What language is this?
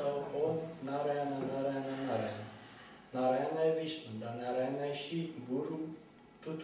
Romanian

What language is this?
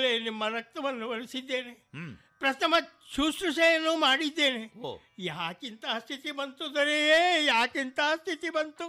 Kannada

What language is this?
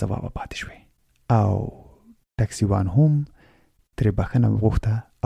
Pashto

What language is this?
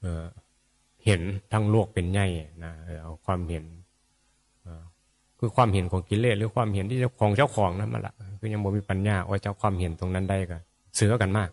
Northeastern Thai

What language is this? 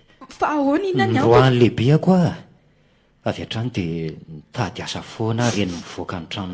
Malagasy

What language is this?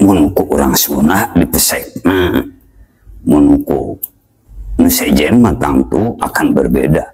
Sundanese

